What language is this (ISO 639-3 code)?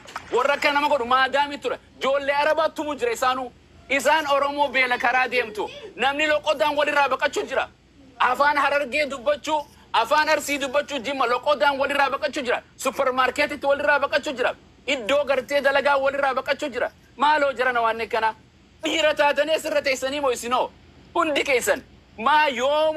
orm